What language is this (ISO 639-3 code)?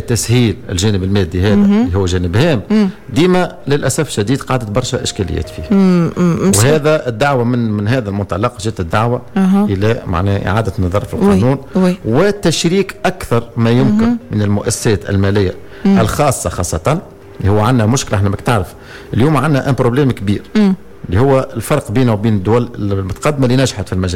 aeb